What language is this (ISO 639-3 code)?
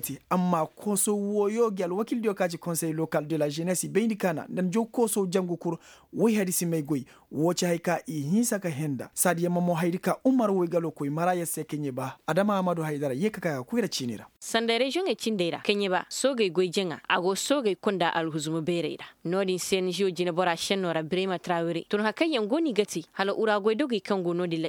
ses